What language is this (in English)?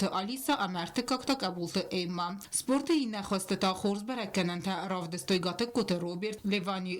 Ossetic